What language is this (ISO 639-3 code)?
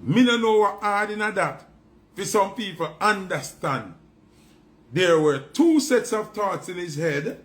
jam